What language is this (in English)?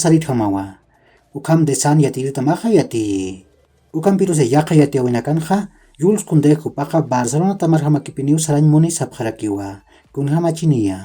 Aymara